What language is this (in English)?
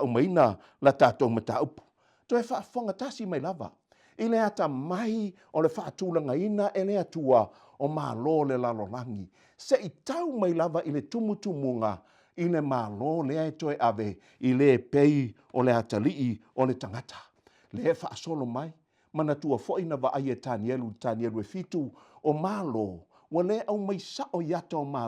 Samoan